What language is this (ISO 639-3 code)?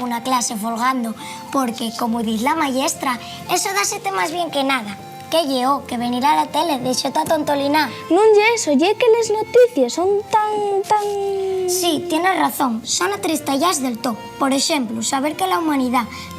ast